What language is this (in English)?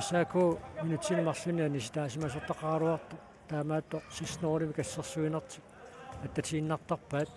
Kalaallisut